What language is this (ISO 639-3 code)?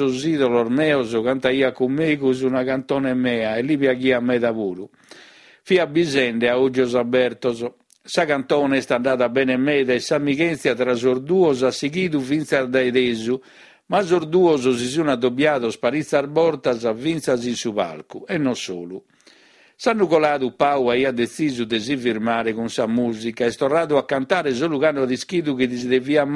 srd